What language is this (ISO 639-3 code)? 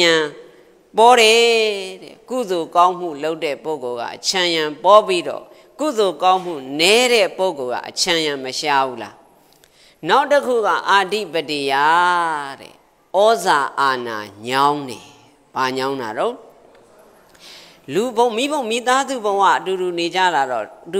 mya